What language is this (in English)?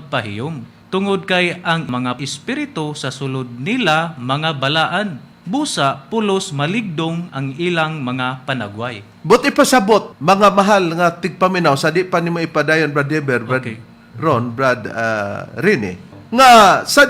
Cebuano